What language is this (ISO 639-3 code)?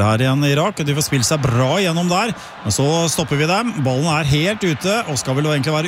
nor